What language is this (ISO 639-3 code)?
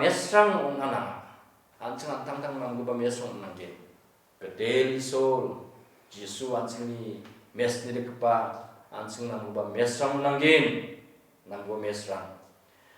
grt